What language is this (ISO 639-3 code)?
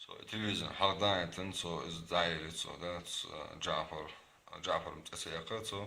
che